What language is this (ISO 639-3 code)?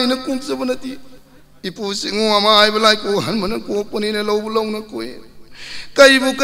mni